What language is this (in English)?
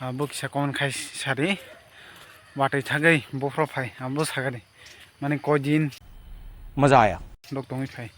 Kok Borok